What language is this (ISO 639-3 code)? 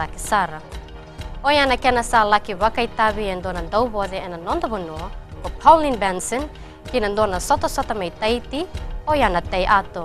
fij